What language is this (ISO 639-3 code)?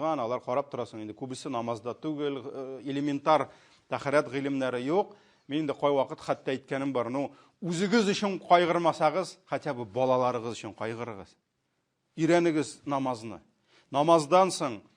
tat